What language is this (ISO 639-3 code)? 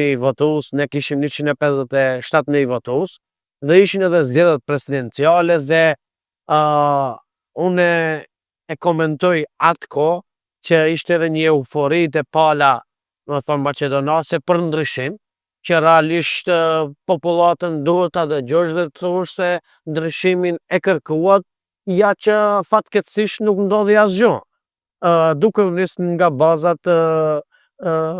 sqi